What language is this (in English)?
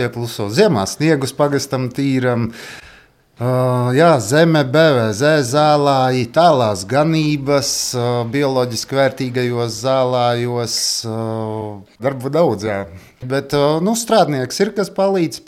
Latvian